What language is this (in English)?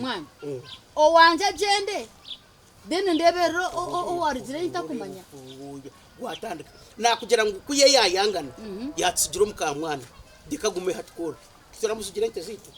Nyankole